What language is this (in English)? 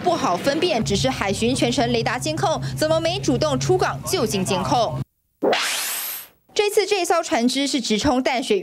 Chinese